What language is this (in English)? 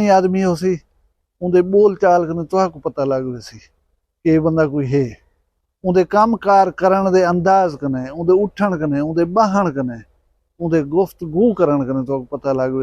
Saraiki